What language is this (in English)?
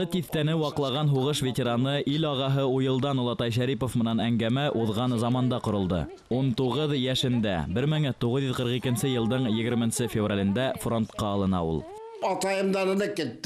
Bashkir